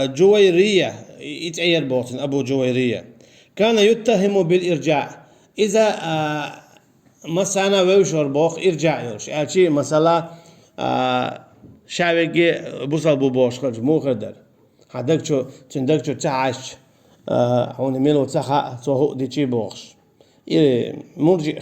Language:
Chechen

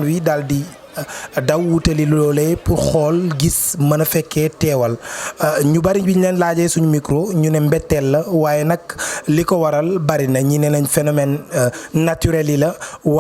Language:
Wolof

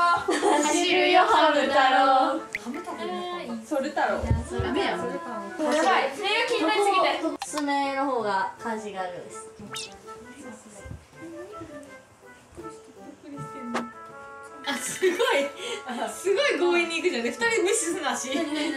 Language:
Japanese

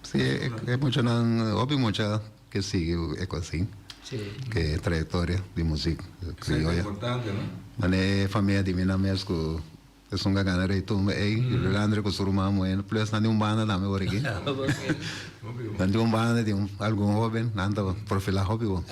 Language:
Papiamento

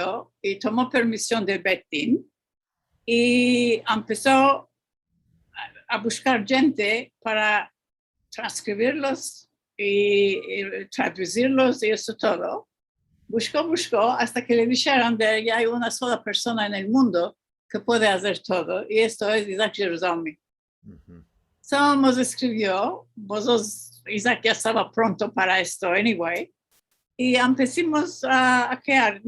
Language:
Ladino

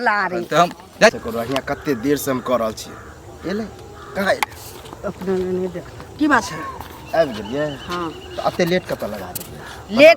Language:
Maithili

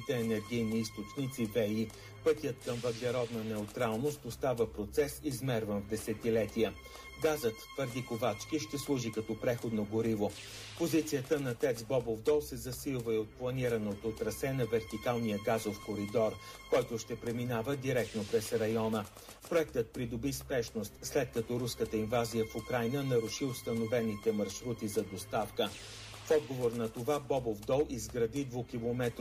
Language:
Bulgarian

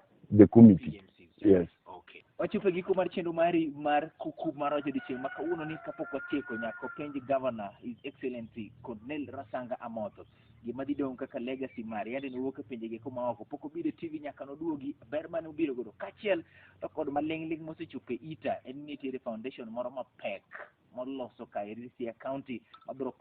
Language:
Luo (Kenya and Tanzania)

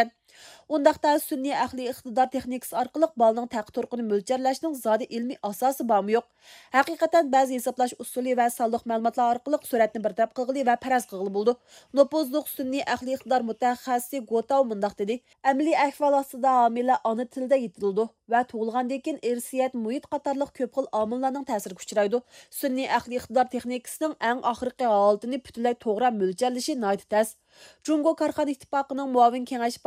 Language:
Uyghur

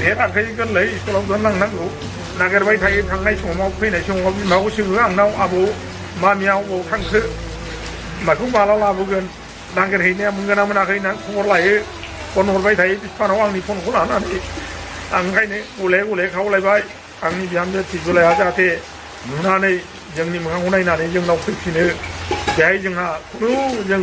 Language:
Bodo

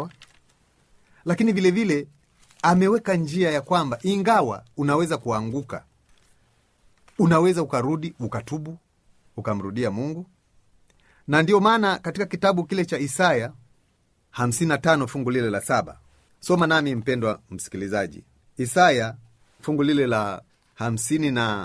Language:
Swahili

